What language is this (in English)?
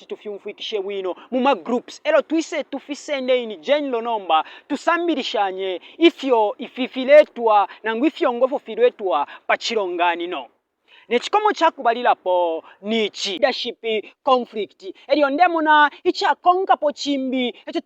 Bemba